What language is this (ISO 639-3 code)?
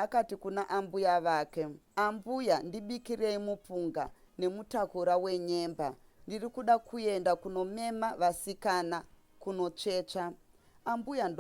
sna